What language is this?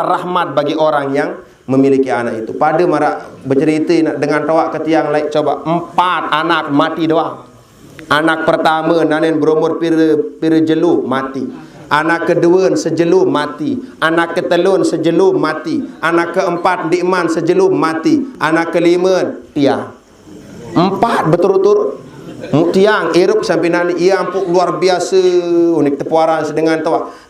Sasak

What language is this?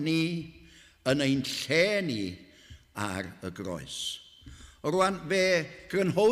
Welsh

